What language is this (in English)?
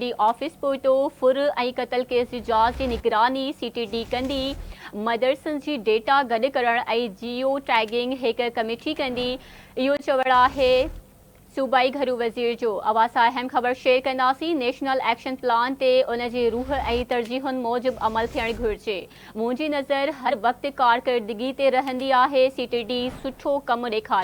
Sindhi